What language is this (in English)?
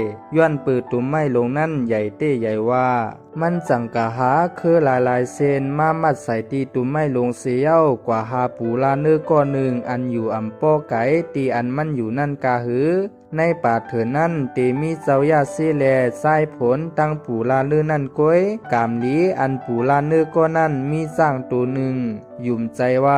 Shan